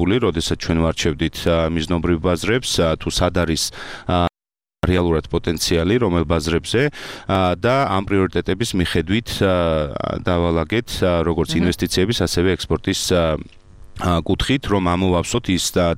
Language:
Georgian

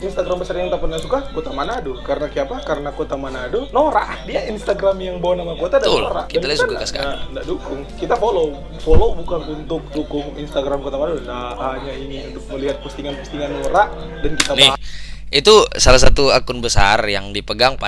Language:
Manado Malay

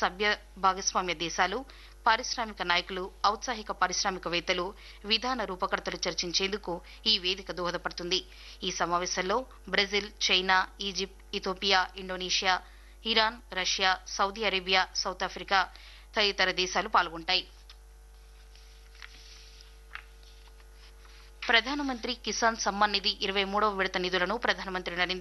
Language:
Telugu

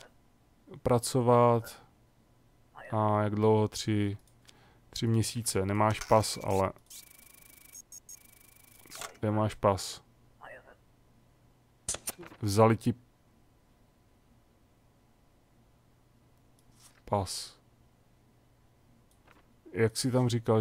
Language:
Czech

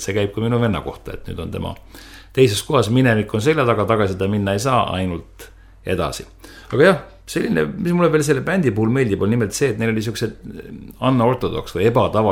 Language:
Estonian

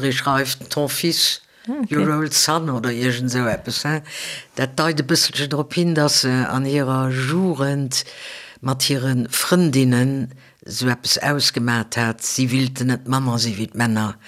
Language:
Luxembourgish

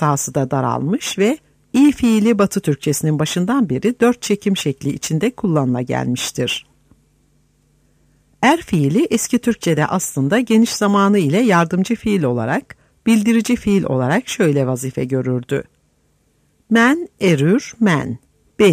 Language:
Turkish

